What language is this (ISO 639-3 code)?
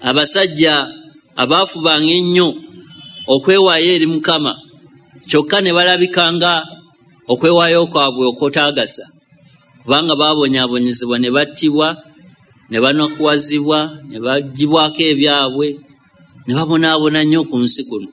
lug